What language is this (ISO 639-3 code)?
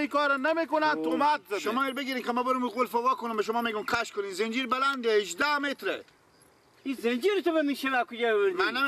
fas